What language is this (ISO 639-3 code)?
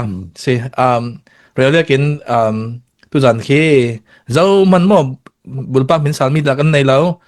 cfm